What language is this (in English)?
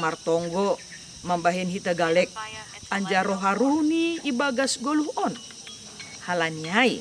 Batak Simalungun